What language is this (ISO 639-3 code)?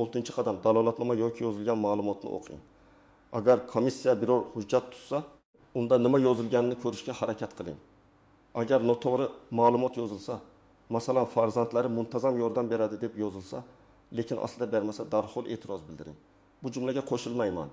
uzb